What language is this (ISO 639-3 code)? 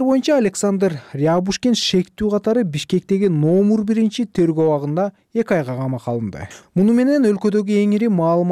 kir